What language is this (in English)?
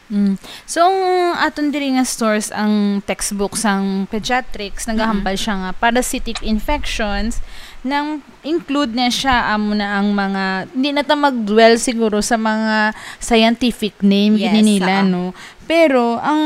Hiligaynon